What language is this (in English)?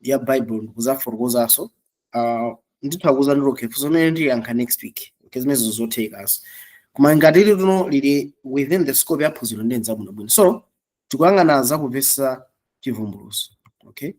Nyanja